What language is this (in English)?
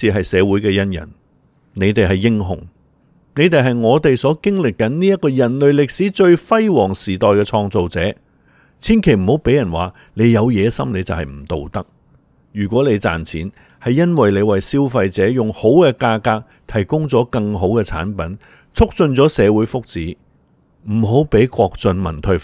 Cantonese